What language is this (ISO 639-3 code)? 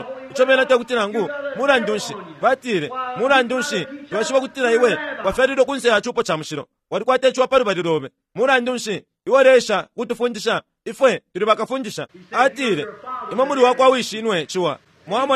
bem